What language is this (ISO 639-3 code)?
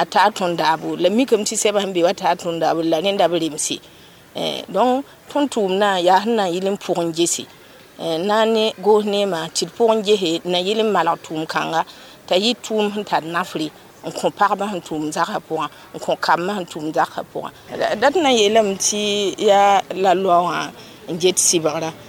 mos